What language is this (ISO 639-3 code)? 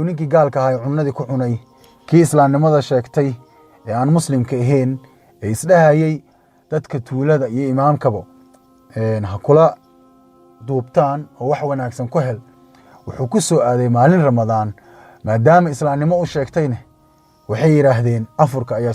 som